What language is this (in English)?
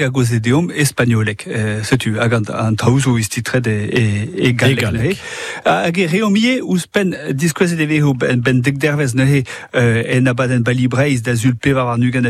Breton